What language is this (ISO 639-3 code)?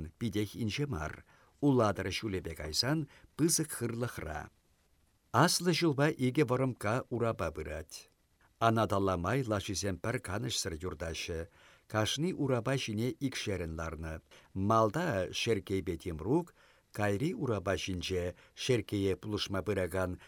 chv